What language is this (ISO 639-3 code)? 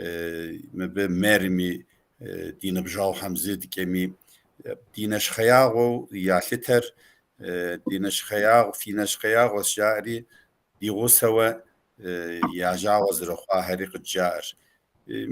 kbd